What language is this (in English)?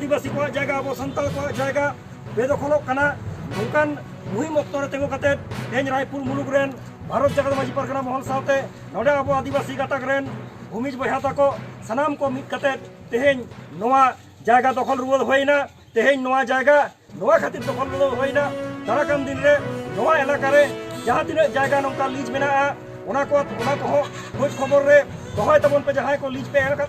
Santali